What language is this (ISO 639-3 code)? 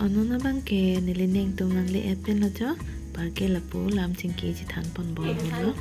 mjw